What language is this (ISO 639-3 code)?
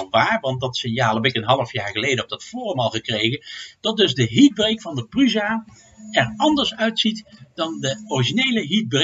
nld